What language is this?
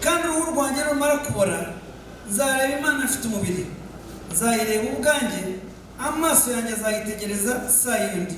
Kinyarwanda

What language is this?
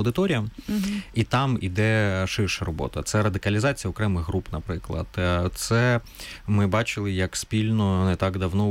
Ukrainian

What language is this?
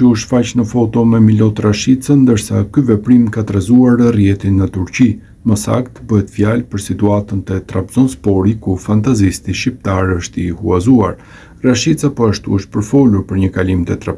Albanian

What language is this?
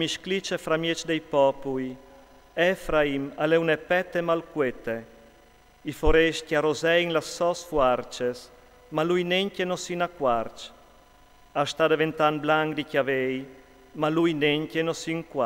Friulian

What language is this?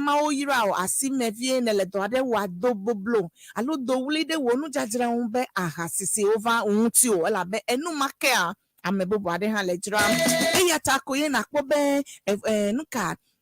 Ewe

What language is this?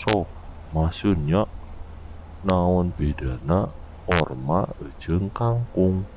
Sundanese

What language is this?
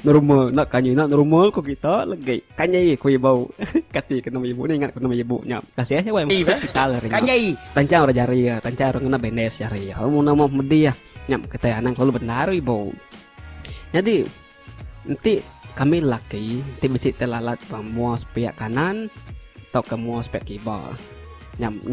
Iban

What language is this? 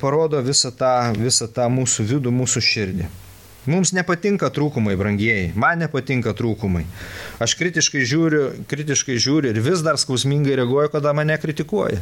Lithuanian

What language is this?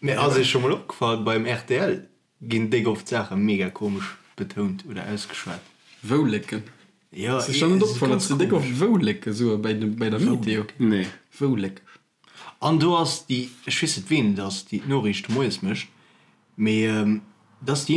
Luxembourgish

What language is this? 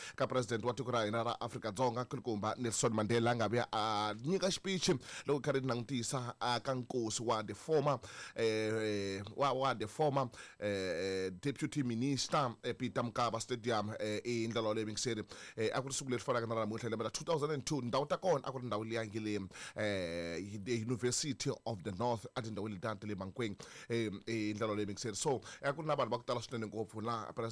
Tsonga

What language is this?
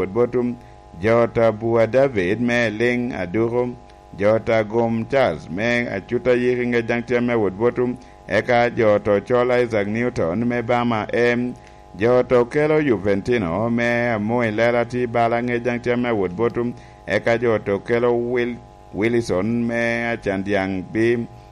Lango (Uganda)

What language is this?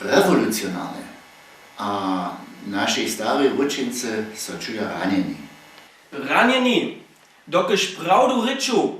Upper Sorbian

